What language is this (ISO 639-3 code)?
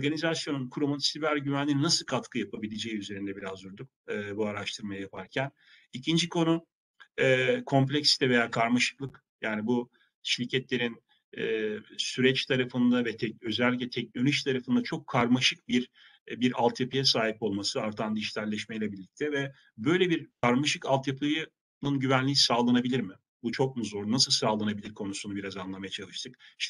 tur